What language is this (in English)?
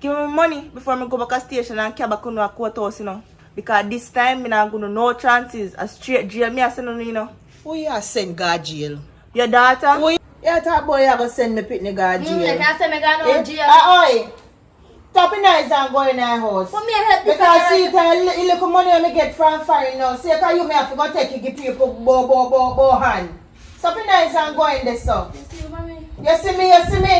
Jamaican Creole English